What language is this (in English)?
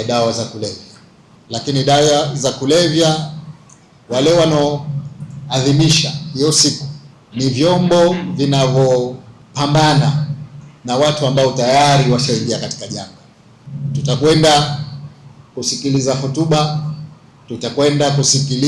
Swahili